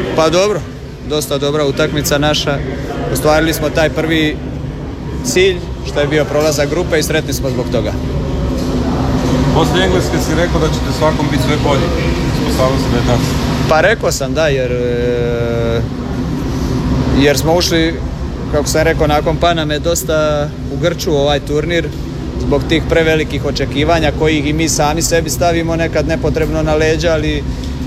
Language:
Croatian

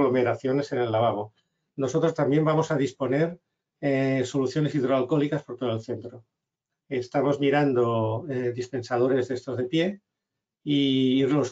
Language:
Spanish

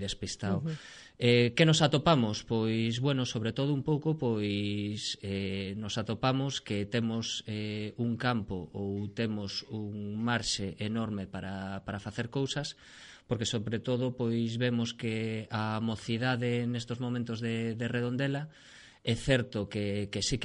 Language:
Galician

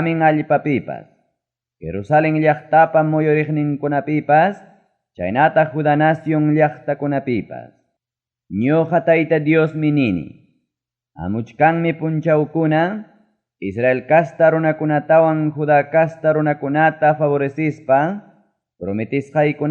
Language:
Ayacucho Quechua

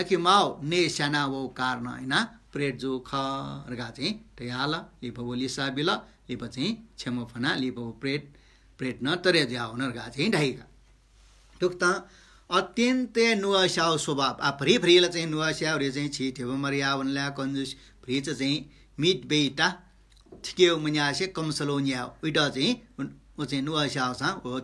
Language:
Newari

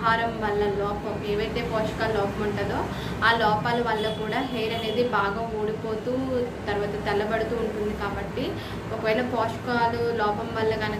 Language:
Telugu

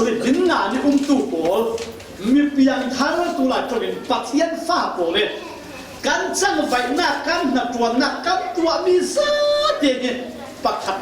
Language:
Falam Chin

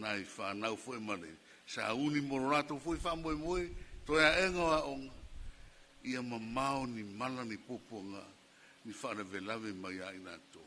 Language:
Samoan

